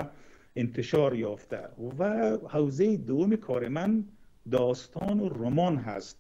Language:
Persian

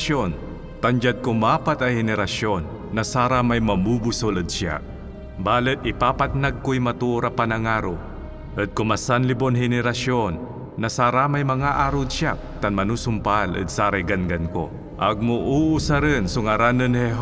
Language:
Pangasinan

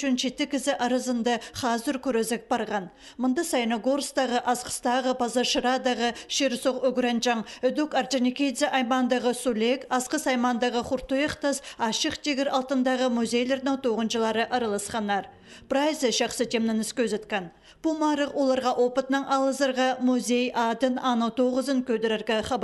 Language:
Khakas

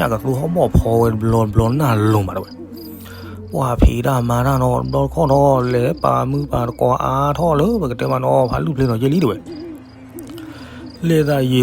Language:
S'gaw Karen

